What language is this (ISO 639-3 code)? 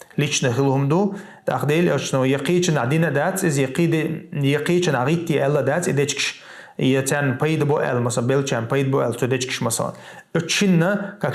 che